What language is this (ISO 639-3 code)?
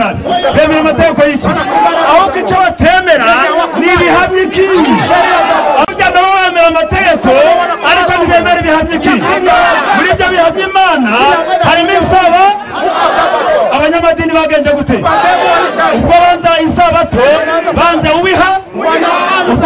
kin